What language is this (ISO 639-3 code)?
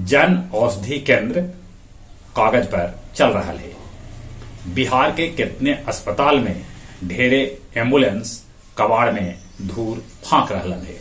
mag